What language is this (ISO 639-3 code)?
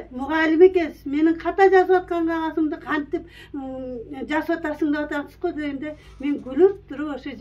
kir